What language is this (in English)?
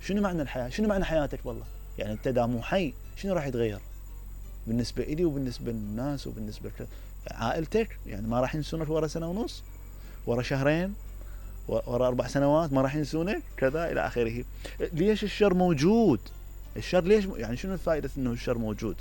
Mesopotamian Arabic